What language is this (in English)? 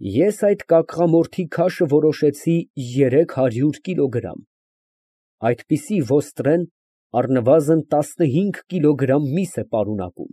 Armenian